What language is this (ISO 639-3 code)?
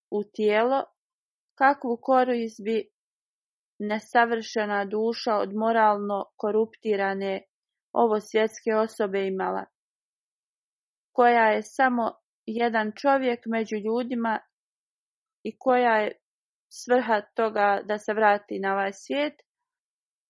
bos